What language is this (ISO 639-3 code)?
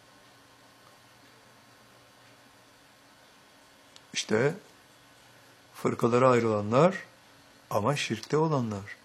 tur